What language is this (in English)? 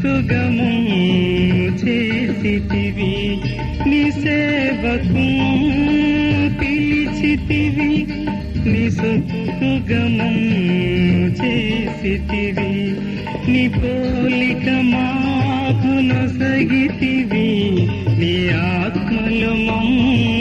Telugu